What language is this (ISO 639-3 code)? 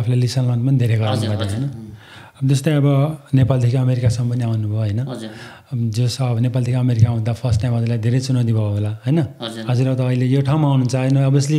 nep